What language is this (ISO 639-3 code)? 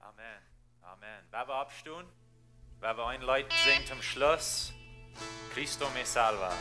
pdt